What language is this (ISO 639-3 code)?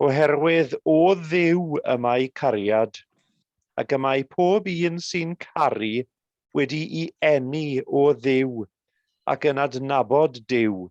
cym